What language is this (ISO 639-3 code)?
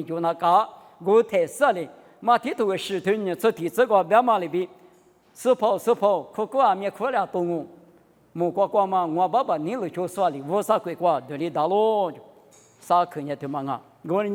lis